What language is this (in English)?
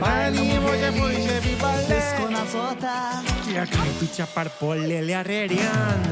Konkani